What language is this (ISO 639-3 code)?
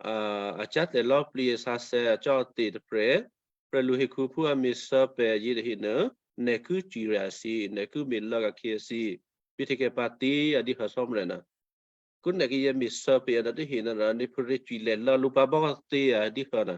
kyu